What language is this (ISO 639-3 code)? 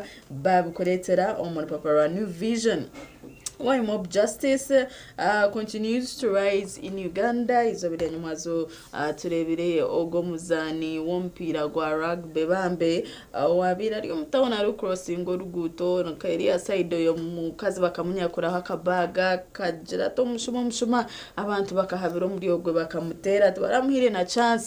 nyn